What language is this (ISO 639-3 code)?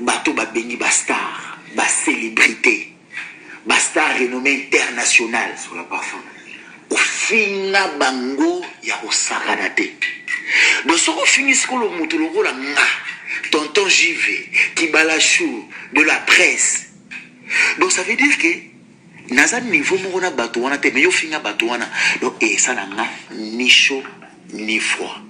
lin